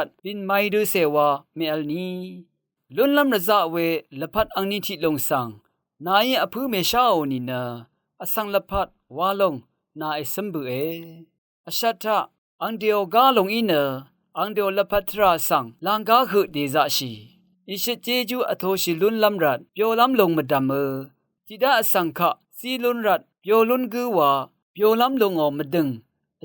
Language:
Rawang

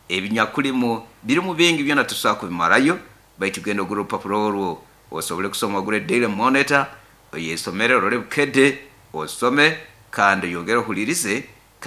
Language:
Nyoro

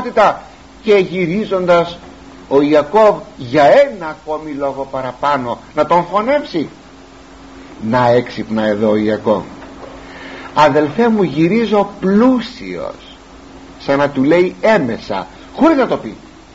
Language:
Greek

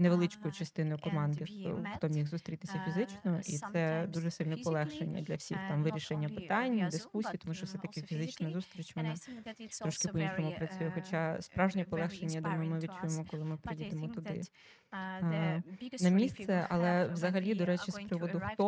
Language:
Ukrainian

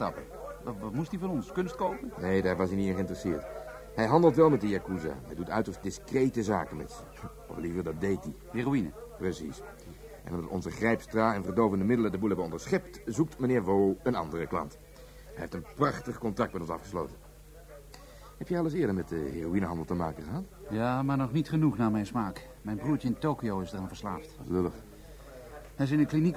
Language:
Dutch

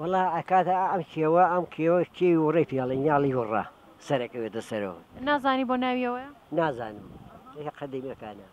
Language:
Central Kurdish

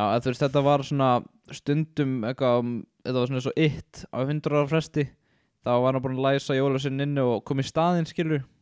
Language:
Icelandic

